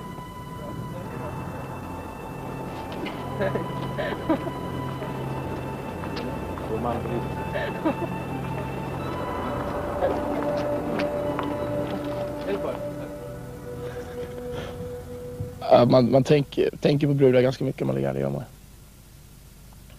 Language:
Swedish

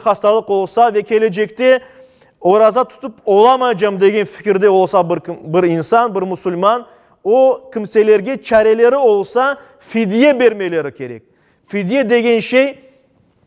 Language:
Crimean Tatar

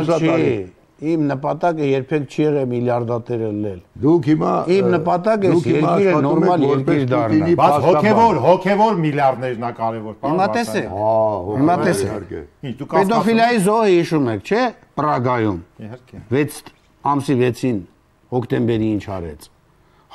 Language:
Armenian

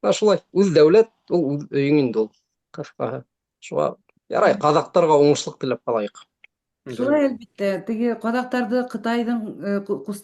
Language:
Bashkir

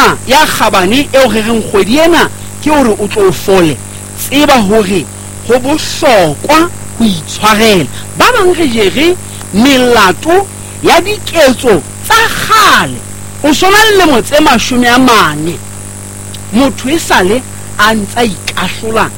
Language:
Southern Sotho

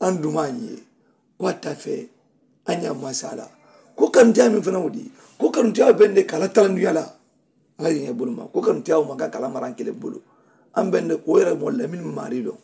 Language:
Mandingo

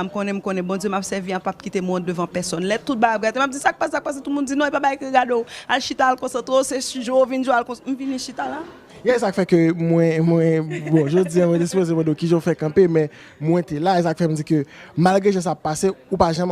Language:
Haitian Creole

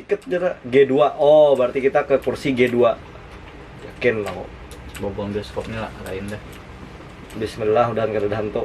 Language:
Banjar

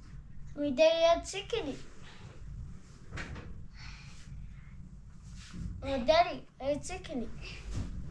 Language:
Persian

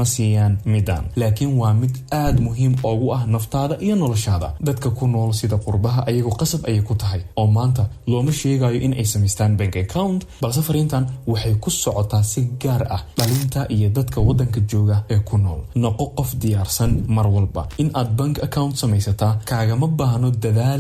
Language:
Somali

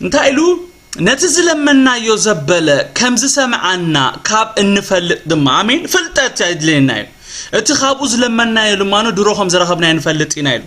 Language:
Tigrinya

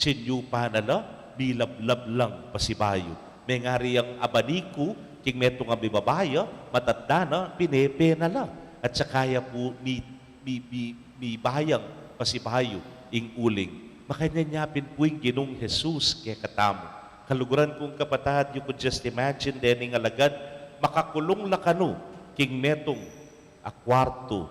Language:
Pampanga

